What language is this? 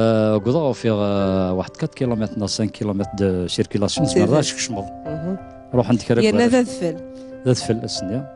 Kabyle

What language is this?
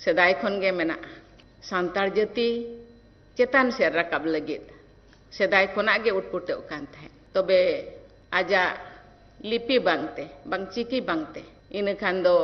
Santali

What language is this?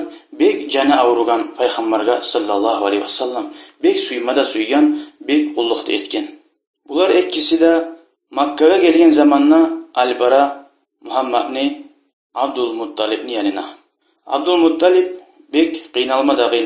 Kumyk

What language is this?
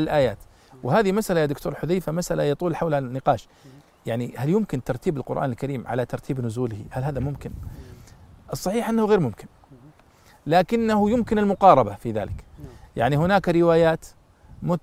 Arabic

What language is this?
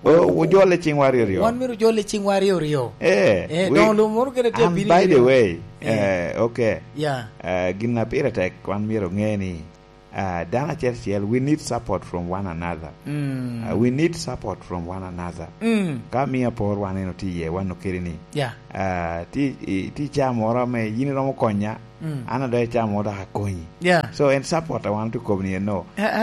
Lango (Uganda)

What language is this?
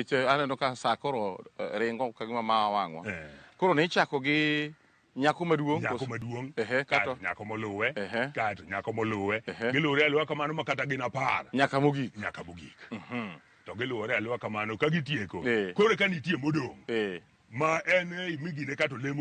Luo (Kenya and Tanzania)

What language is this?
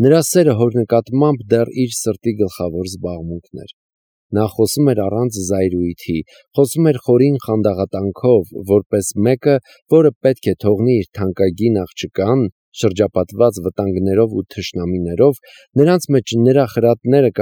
Armenian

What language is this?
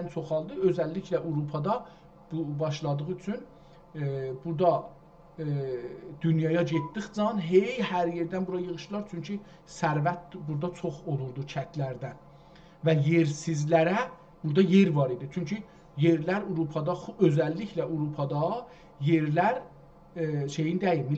South Azerbaijani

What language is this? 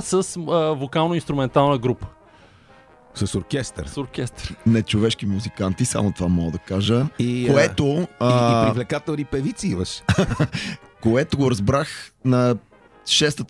Bulgarian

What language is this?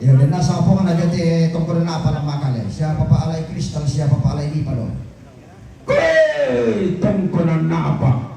Toraja-Sa'dan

